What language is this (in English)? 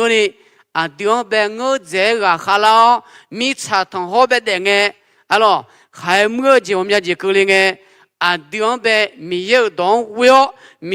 Akha